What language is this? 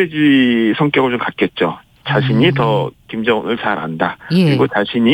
Korean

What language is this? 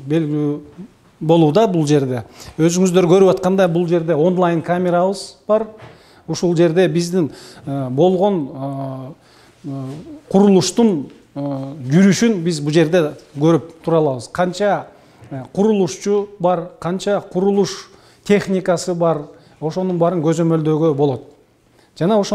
Kyrgyz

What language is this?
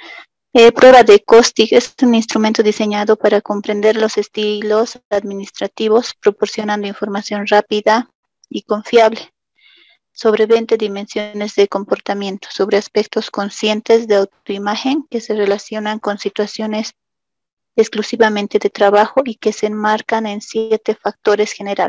Spanish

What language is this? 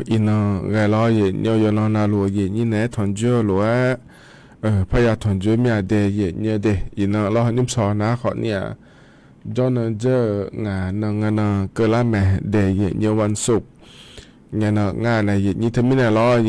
Akha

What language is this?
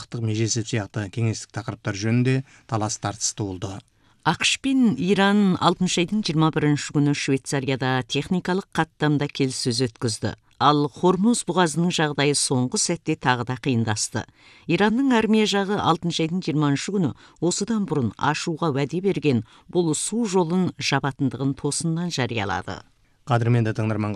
Kazakh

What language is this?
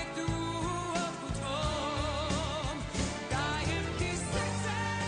Croatian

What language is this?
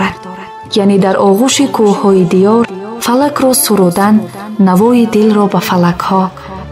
Tajik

